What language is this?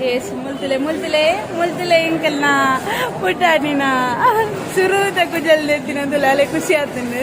Tulu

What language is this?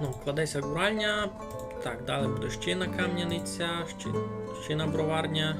Rusyn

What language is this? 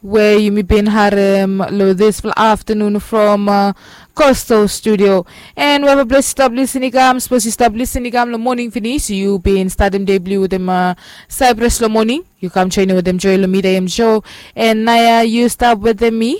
Bislama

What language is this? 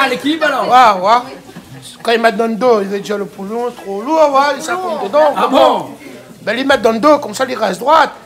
Réunion Creole French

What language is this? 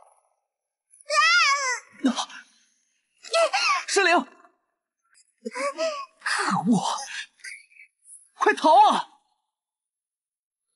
Chinese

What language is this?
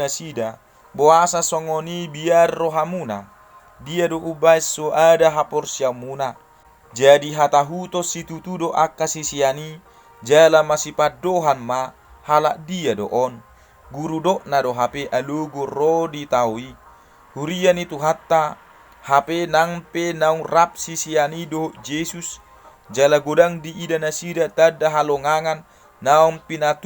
Batak Toba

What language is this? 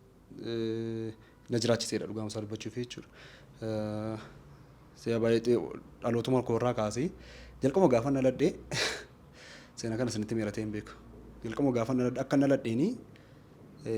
Oromo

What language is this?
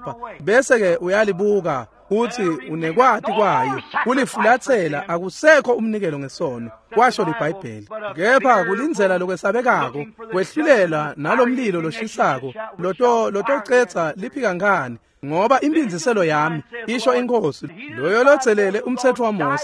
Swati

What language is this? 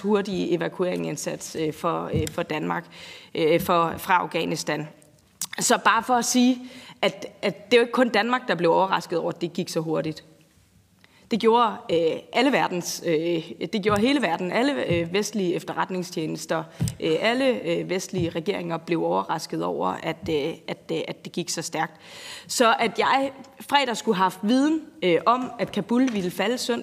Danish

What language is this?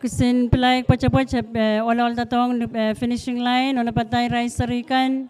Pohnpeian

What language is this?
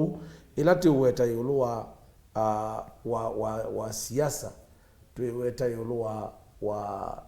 Kamba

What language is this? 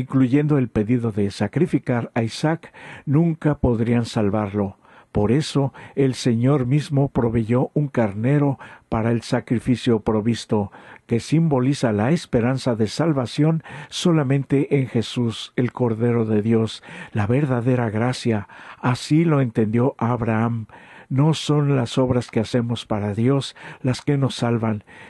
Spanish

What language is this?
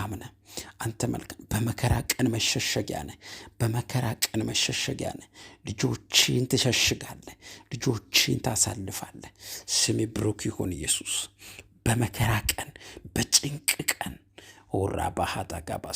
Amharic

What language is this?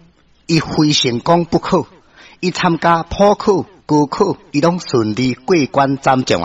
Min Nan Chinese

